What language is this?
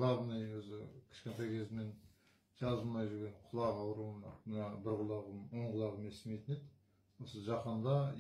Kazakh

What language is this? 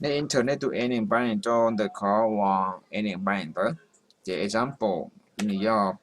Hmong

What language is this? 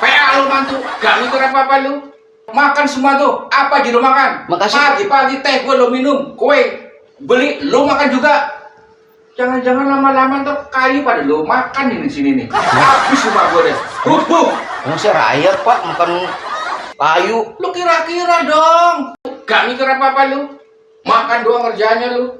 Betawi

